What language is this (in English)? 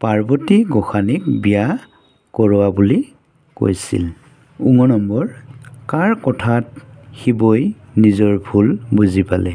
Assamese